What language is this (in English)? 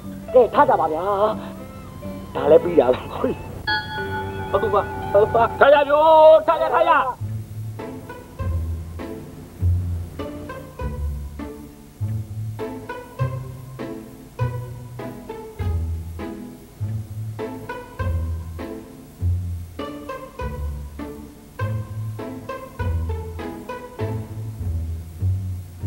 Burmese